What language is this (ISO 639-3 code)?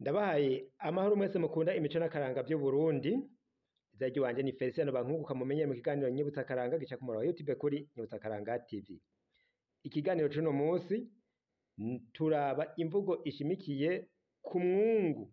run